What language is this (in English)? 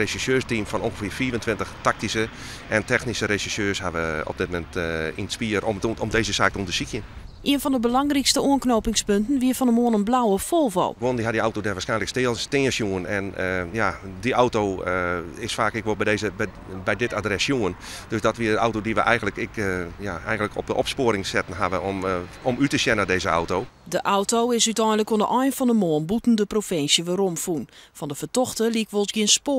Western Frisian